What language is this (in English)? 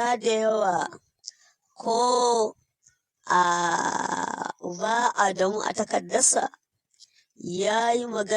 Hausa